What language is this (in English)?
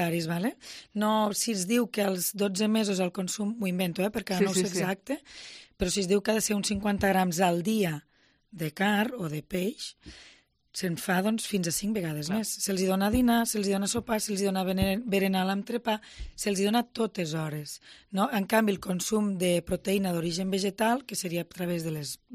Catalan